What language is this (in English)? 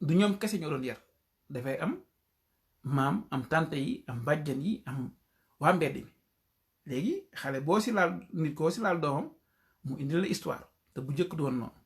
Wolof